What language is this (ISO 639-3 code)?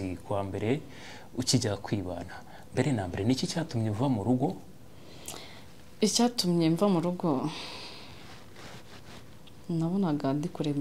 kin